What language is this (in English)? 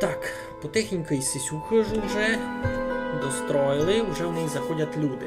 Rusyn